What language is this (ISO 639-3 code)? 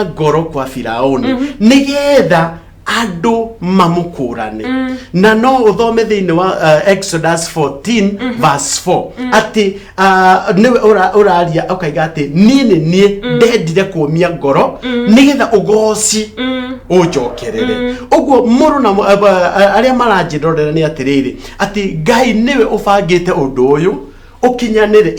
kik